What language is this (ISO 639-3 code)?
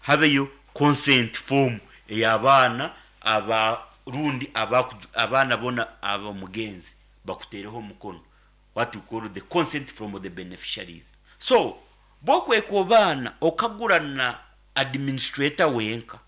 nyn